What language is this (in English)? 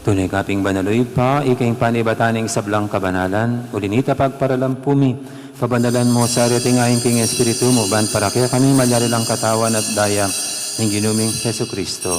Pampanga